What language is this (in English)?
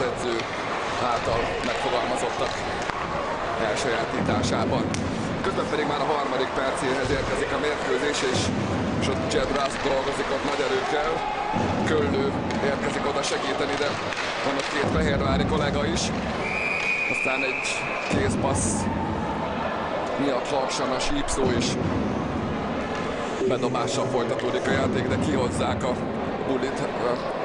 Hungarian